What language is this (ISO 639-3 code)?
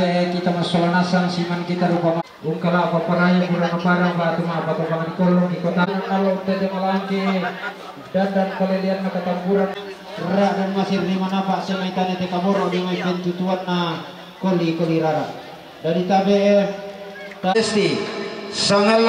sda